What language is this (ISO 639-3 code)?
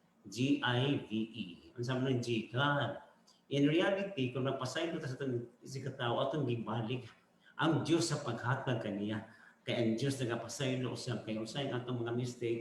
ceb